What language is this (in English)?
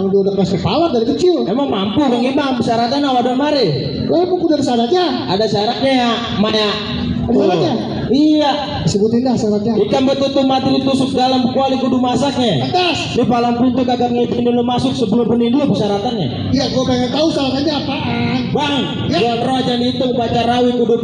Betawi